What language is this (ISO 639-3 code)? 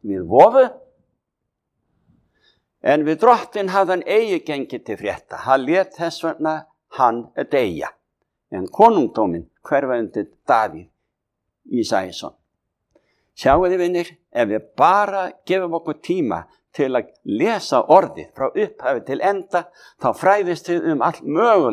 isl